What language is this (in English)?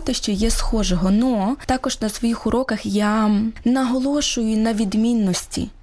Ukrainian